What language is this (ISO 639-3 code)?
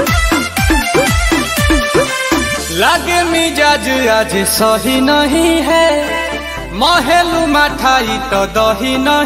bho